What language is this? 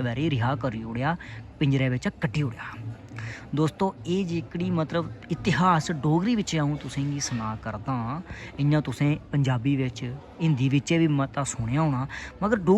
Dogri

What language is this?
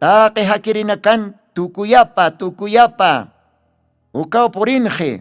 Aymara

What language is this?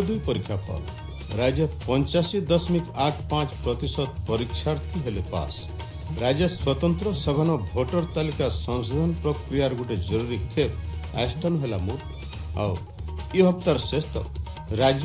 Odia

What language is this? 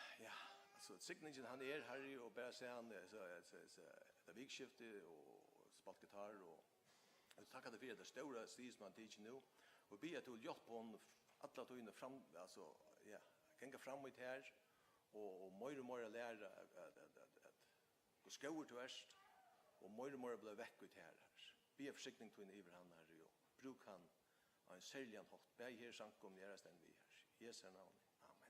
Faroese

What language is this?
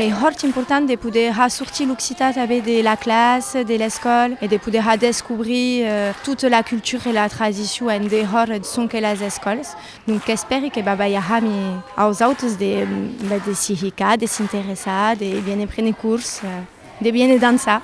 Occitan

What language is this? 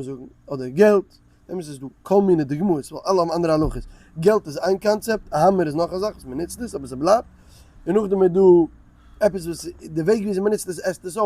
Yiddish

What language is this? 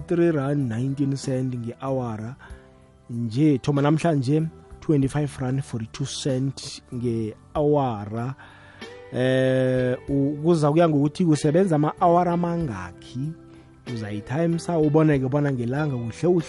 South Ndebele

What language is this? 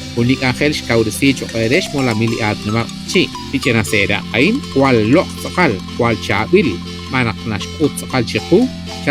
Kekchí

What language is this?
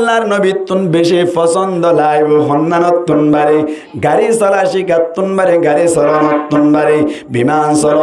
Rohingya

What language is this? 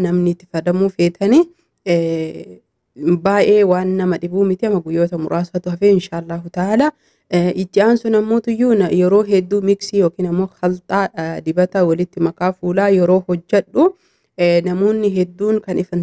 Oromo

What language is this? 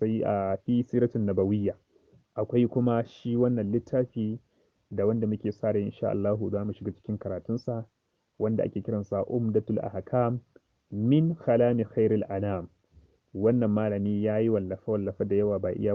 Hausa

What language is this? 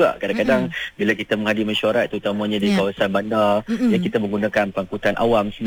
Malay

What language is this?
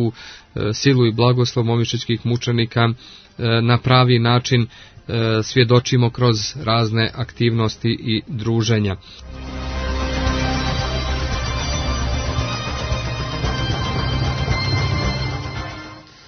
Croatian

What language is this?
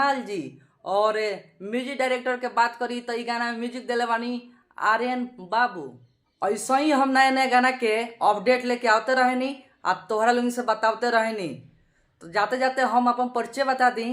Bhojpuri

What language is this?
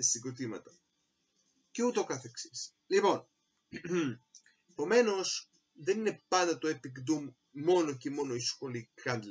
Greek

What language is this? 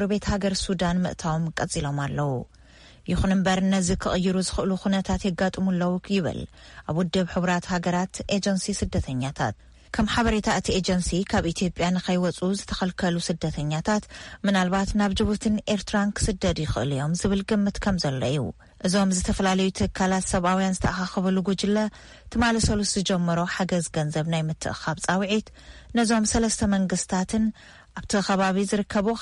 Tigrinya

